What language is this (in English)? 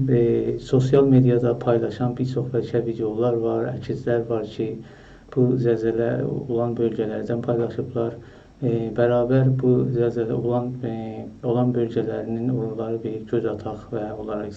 South Azerbaijani